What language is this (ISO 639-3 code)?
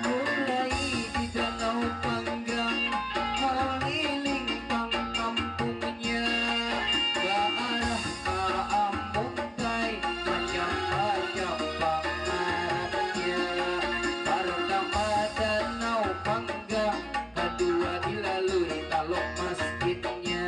bjn